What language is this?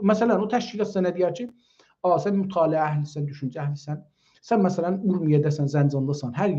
South Azerbaijani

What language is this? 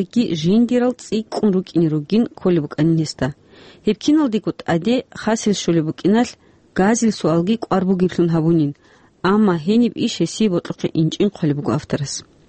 Avaric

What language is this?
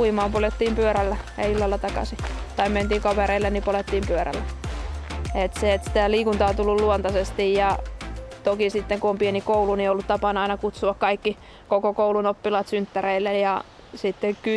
Finnish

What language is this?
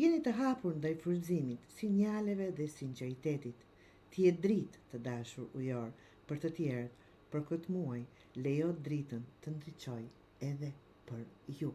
Albanian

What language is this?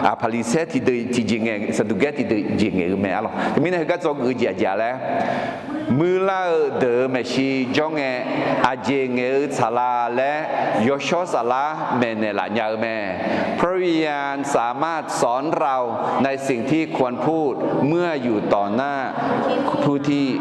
Akha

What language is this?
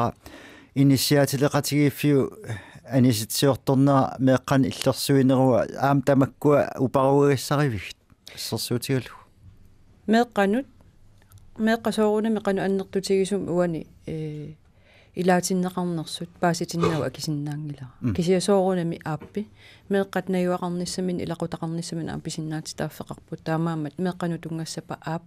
Kalaallisut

